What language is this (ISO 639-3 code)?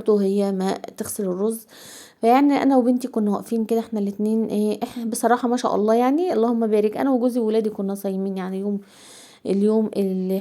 arz